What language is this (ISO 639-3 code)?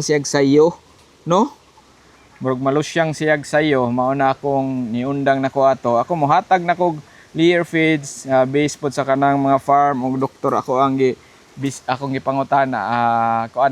ceb